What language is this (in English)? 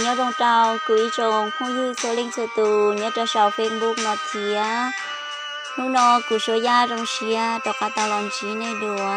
Hmong